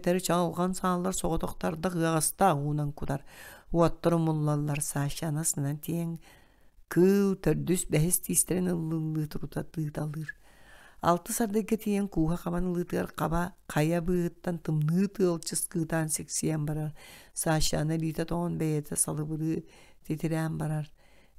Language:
Yakut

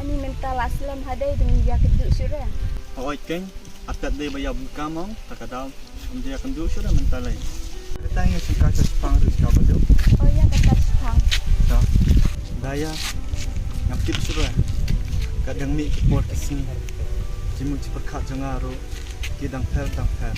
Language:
Khasi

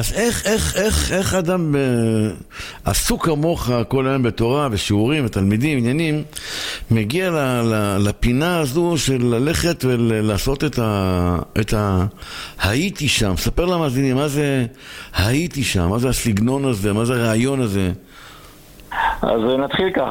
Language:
Hebrew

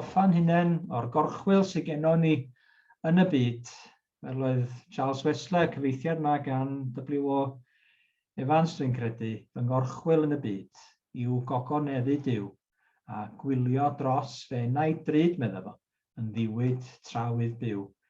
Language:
Welsh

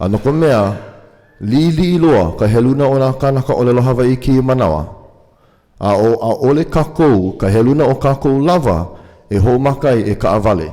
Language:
Hawaiian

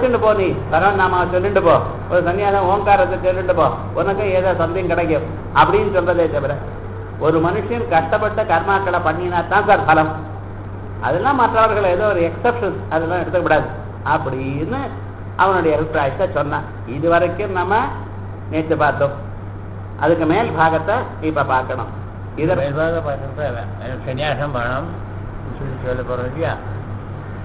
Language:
Tamil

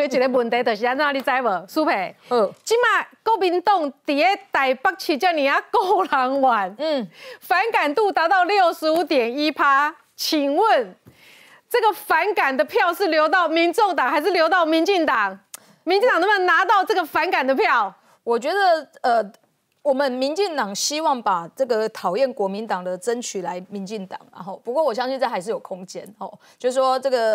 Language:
Chinese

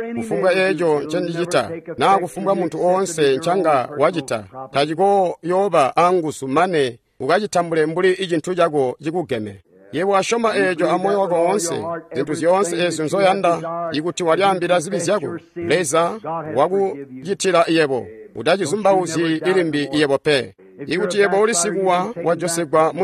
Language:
Tonga (Zambia)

